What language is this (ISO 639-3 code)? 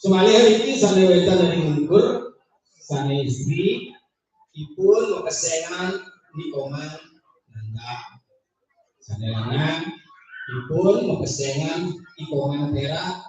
ban